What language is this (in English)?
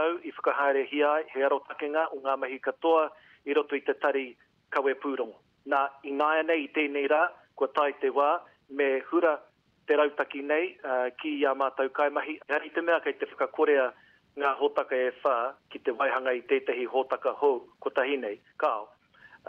Māori